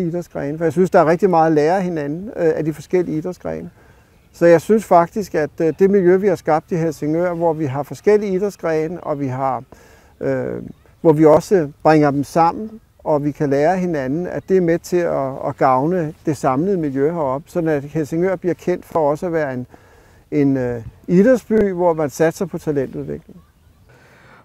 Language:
Danish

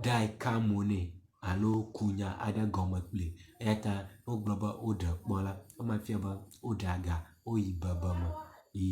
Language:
Ewe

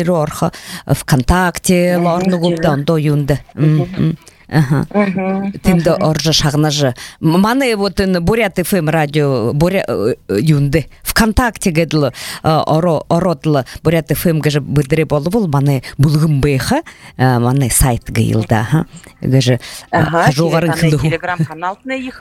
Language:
Buriat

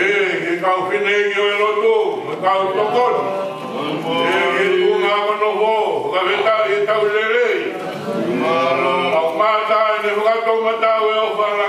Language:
Tongan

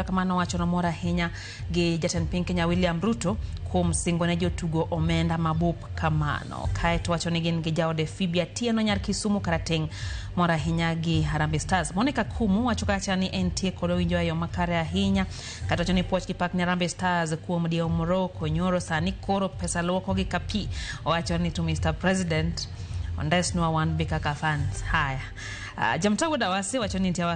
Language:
Luo (Kenya and Tanzania)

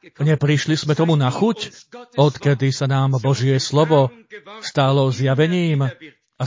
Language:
Slovak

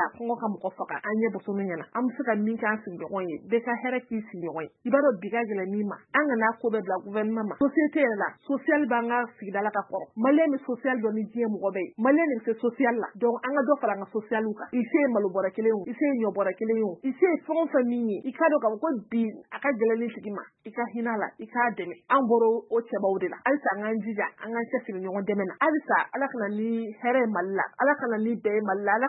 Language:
Bambara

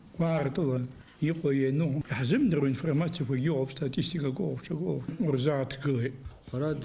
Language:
Abkhazian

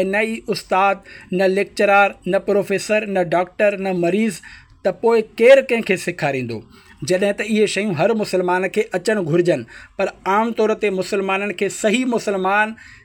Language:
Sindhi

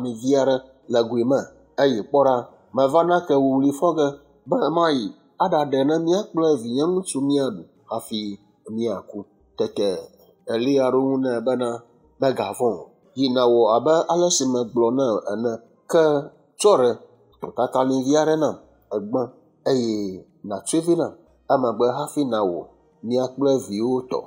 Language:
Ewe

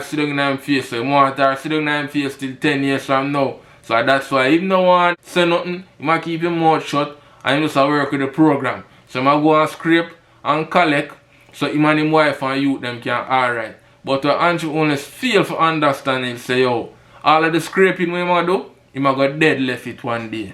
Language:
Jamaican Creole English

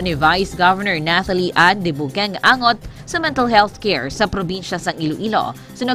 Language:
Hiligaynon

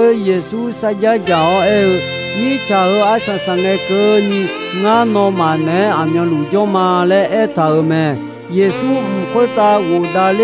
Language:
Akha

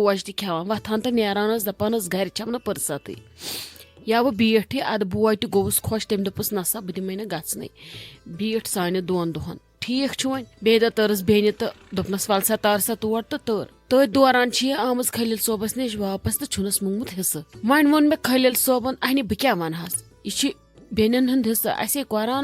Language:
Kashmiri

